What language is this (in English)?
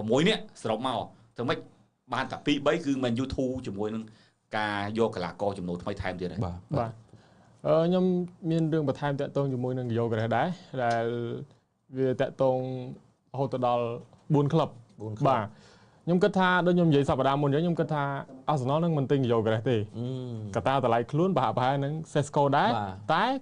Khmer